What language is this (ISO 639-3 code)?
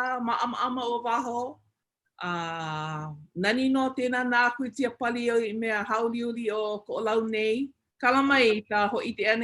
haw